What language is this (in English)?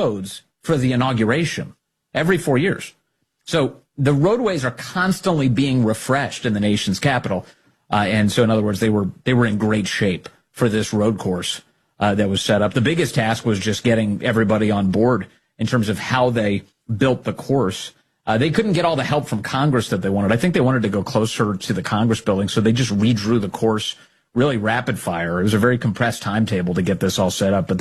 English